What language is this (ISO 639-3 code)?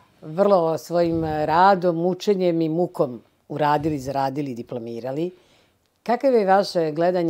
bos